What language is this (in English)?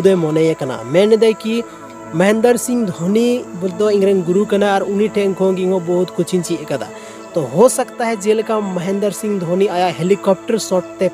Santali